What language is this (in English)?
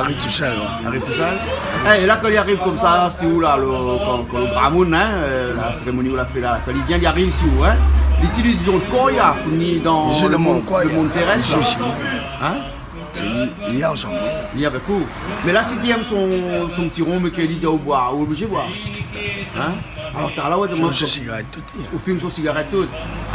Réunion Creole French